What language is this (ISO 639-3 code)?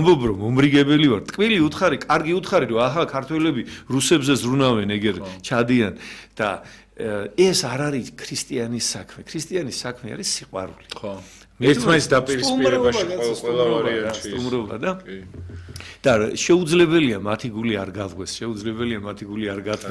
kat